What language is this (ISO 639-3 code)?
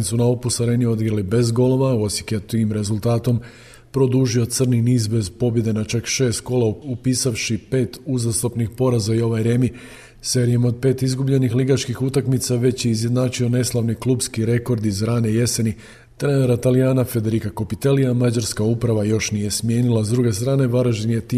hrv